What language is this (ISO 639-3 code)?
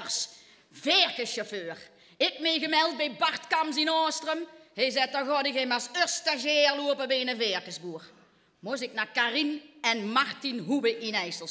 lim